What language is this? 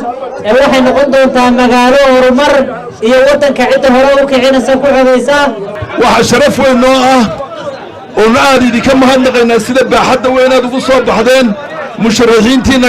Somali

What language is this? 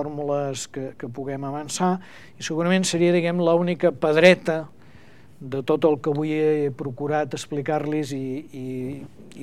Catalan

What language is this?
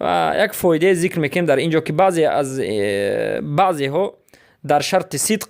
Persian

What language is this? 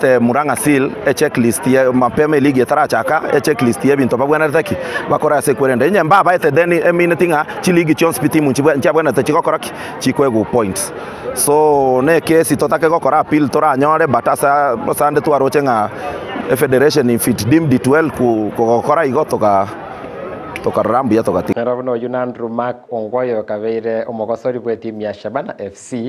Gusii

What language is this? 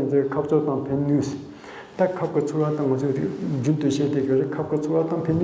Tibetan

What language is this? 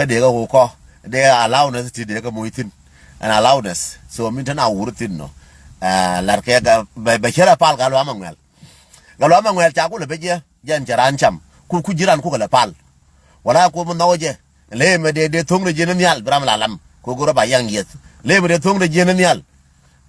Nuer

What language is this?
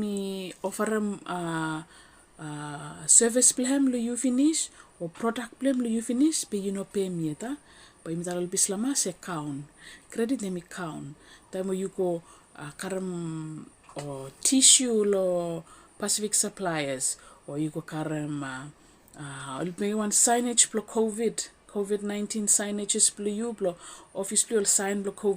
Bislama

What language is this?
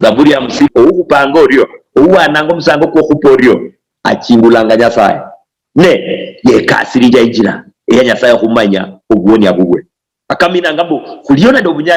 Luyia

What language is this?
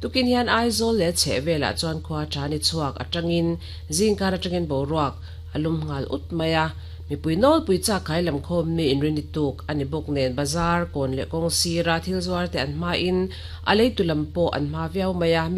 Mizo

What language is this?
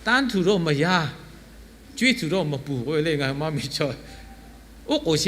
Lahu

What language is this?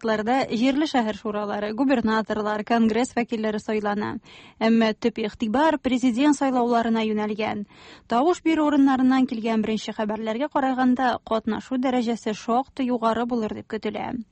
Tatar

